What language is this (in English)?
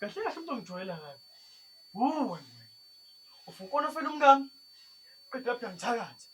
Zulu